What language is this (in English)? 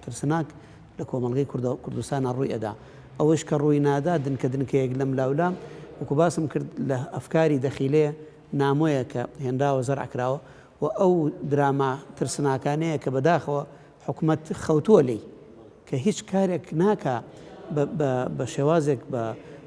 Central Kurdish